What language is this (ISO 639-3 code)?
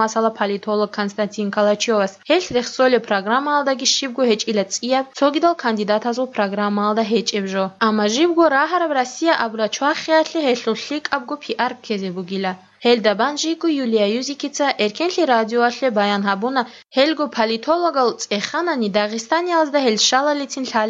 ava